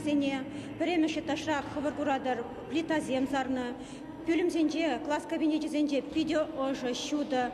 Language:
Chuvash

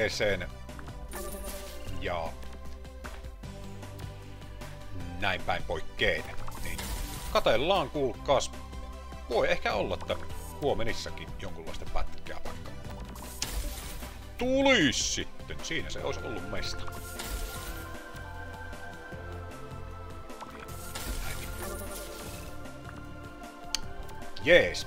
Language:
Finnish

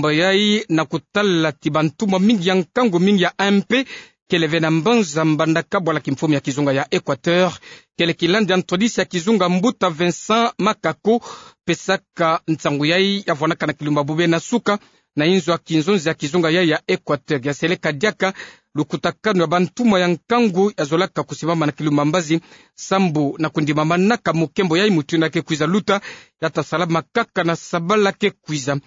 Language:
Kituba (Democratic Republic of Congo)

